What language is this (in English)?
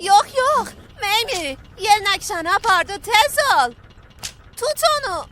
South Azerbaijani